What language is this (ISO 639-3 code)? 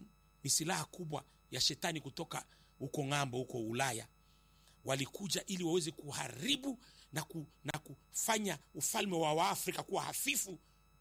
swa